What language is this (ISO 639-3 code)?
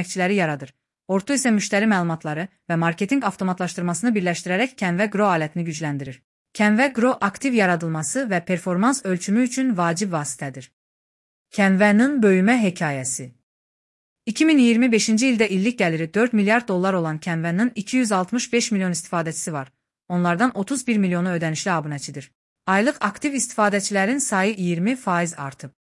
aze